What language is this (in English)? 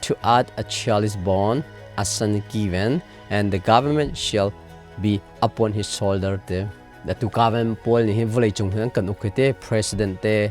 Hakha Chin